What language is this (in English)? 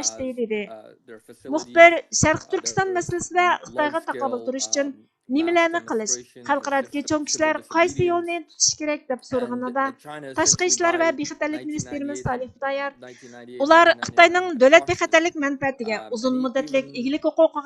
Uyghur